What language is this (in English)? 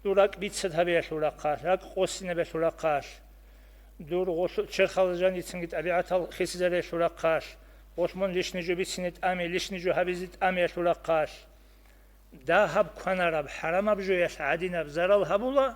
Avaric